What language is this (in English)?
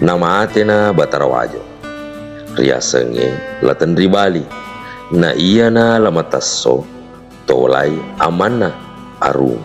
Buginese